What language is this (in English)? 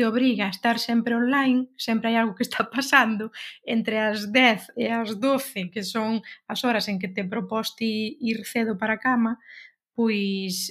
Galician